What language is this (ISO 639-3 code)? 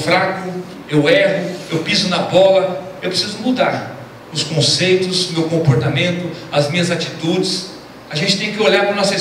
por